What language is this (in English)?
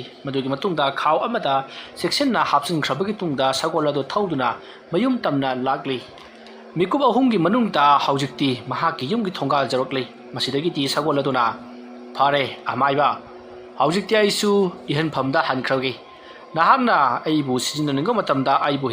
Manipuri